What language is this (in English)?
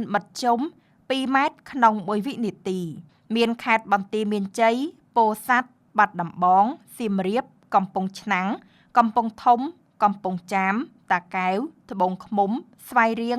Khmer